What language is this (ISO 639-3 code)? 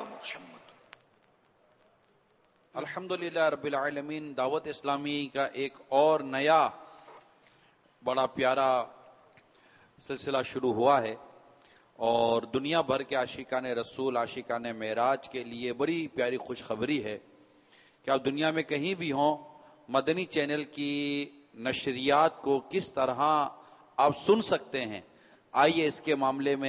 urd